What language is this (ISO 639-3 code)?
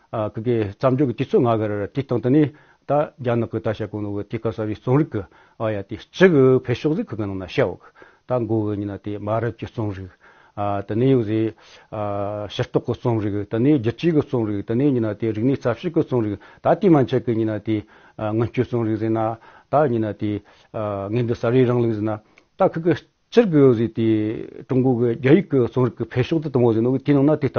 bod